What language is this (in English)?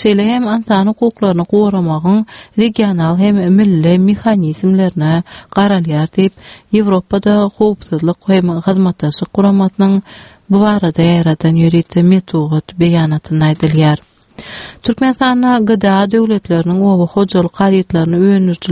Turkmen